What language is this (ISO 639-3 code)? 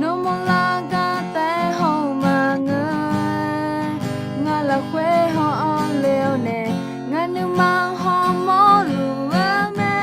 ahk